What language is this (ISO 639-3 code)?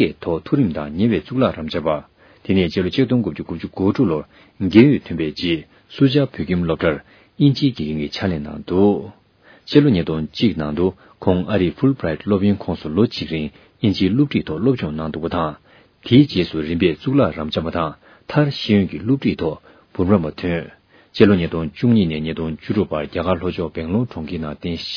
bod